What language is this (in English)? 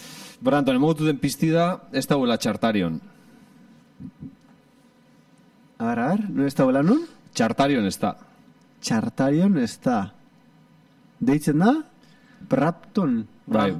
Basque